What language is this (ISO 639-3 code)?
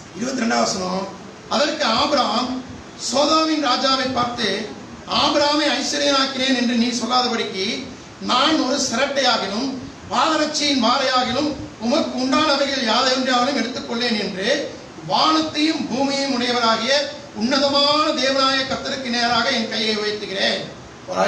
tam